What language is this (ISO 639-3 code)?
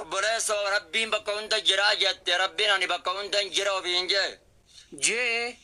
orm